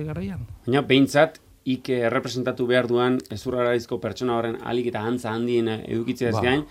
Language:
Basque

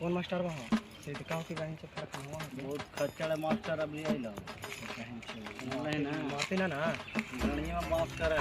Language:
Magahi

